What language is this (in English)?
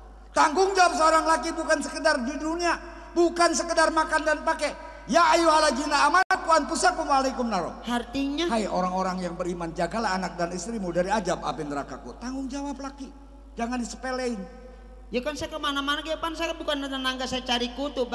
Betawi